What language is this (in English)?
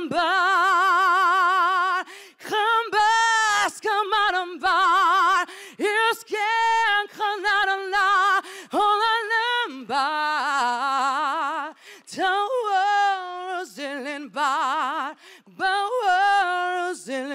Kazakh